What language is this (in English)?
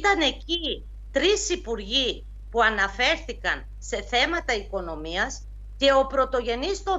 Greek